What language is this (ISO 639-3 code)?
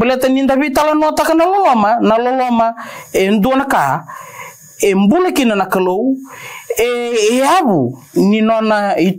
fij